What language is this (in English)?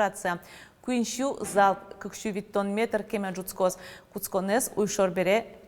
Udmurt